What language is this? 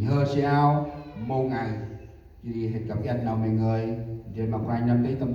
Central Mnong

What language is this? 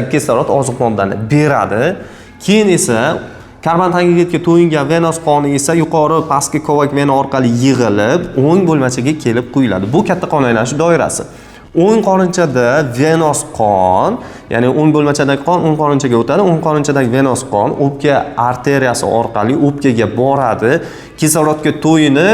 Uzbek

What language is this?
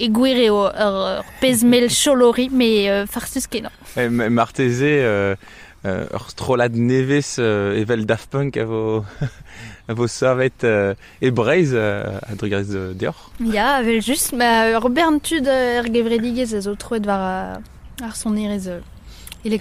Breton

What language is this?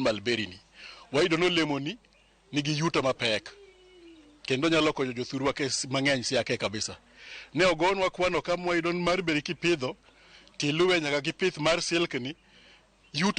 Luo (Kenya and Tanzania)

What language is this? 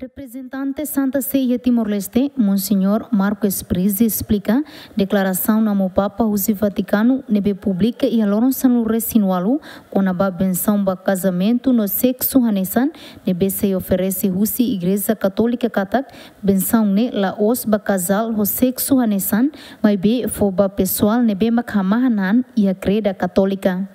Tetum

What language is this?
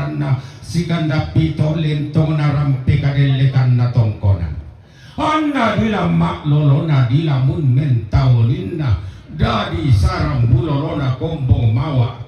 Toraja-Sa'dan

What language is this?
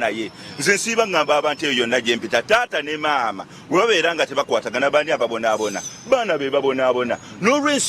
Ganda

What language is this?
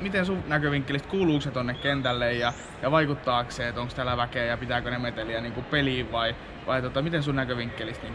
Finnish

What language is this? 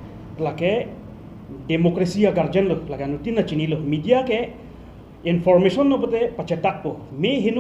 Karbi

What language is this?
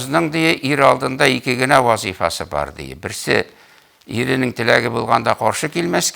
Tatar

